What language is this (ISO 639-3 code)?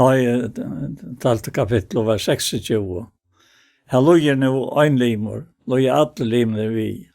fao